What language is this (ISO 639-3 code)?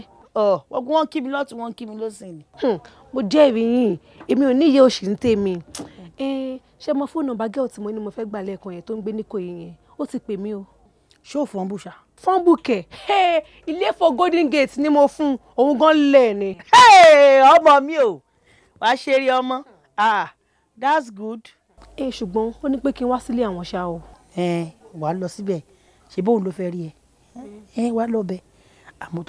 yor